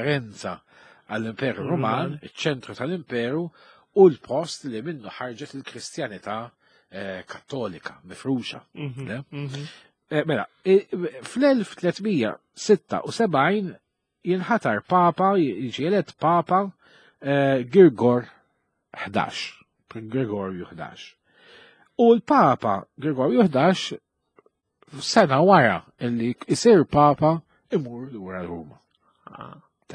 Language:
Maltese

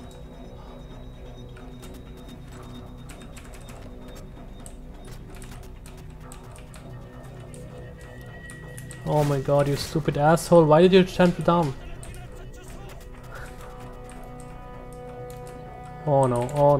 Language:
English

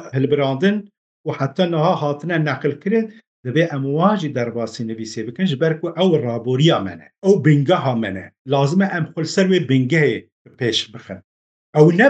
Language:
Kurdish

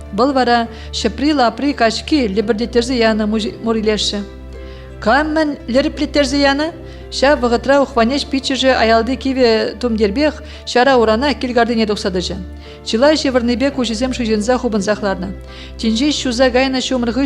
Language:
Chuvash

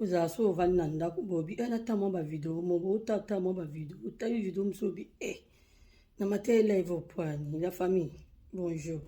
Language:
Lingala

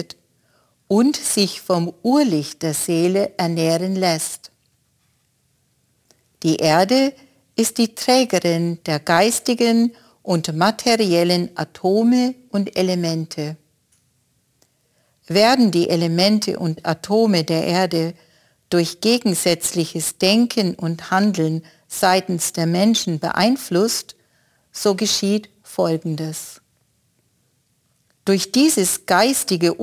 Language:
German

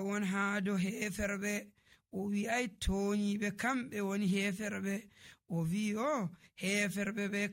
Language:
Nigerian Fulfulde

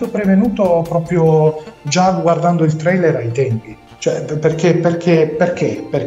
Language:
Italian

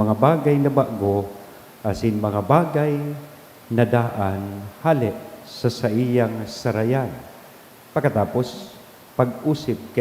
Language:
Bikol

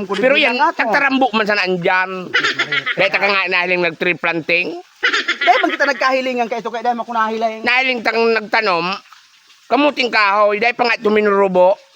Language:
Bikol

